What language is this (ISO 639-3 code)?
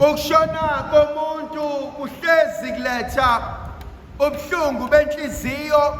zul